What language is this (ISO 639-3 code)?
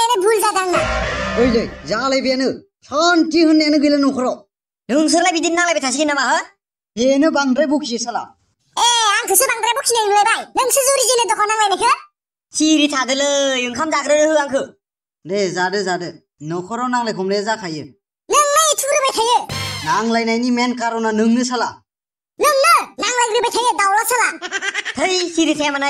brx